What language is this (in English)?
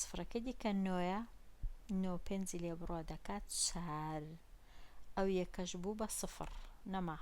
Central Kurdish